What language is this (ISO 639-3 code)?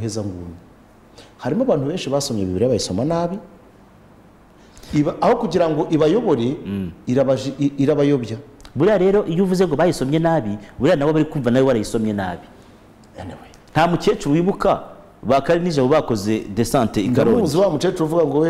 kin